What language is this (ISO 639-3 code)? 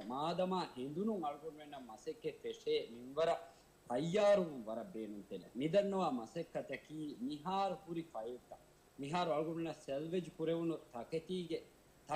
div